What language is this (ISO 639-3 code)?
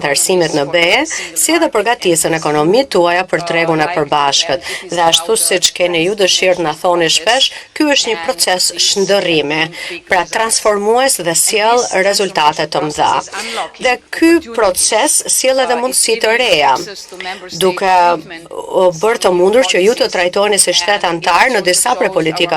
sqi